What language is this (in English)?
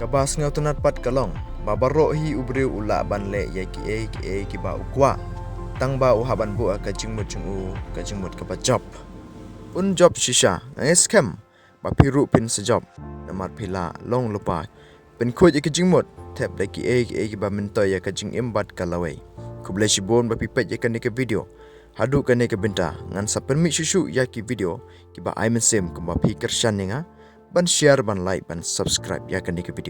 Khasi